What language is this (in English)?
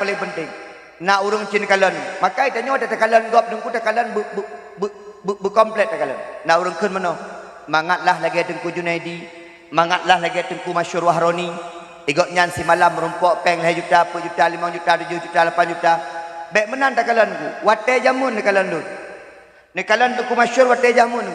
Achinese